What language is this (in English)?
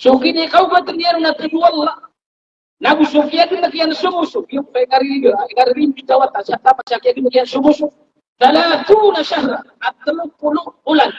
Maranao